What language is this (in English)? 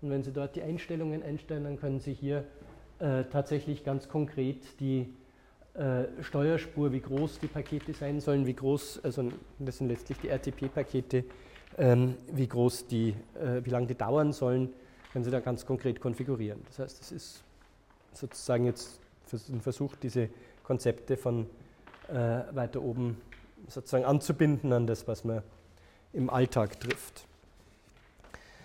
German